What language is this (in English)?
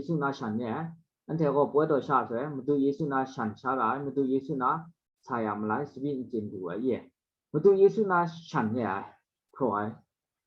Kachin